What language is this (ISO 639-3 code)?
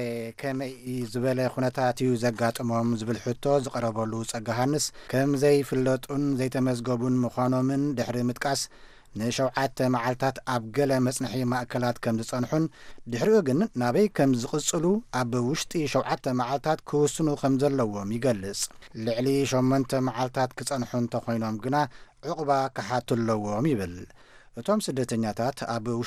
tir